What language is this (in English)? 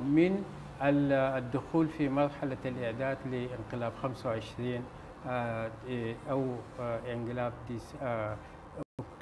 Sudanese Arabic